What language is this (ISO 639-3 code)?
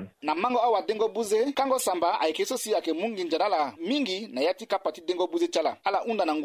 sag